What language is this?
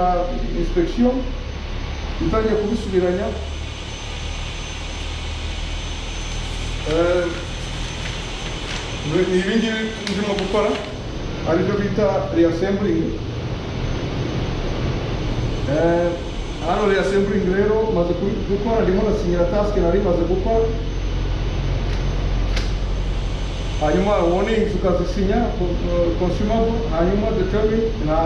Kinyarwanda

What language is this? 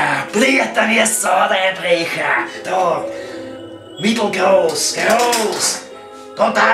Bavarian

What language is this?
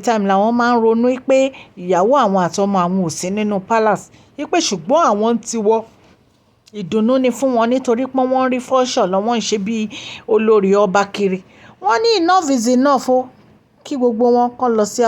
Yoruba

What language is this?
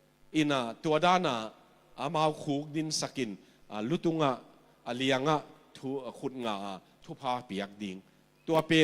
Tedim Chin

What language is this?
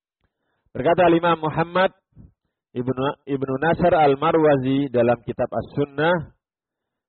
Indonesian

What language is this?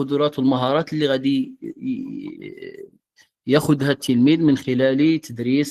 Moroccan Arabic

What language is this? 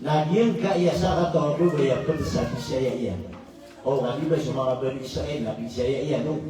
Maranao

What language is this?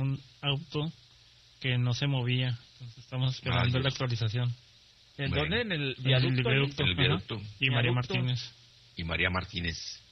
Spanish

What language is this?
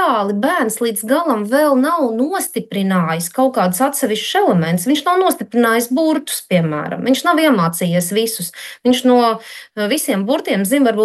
Latvian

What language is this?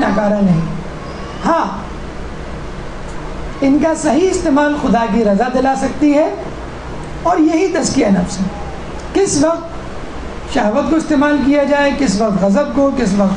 Urdu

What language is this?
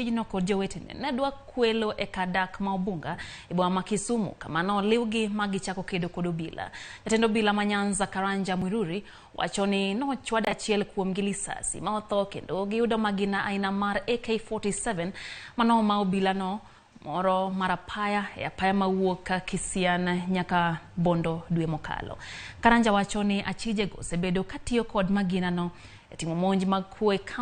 Luo (Kenya and Tanzania)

